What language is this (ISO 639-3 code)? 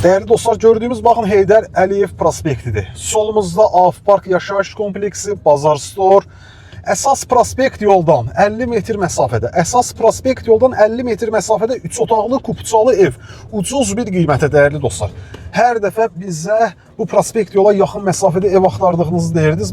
aze